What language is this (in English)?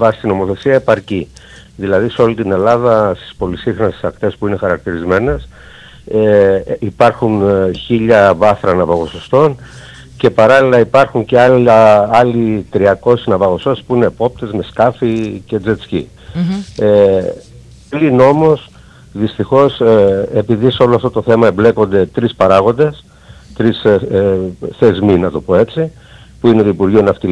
Greek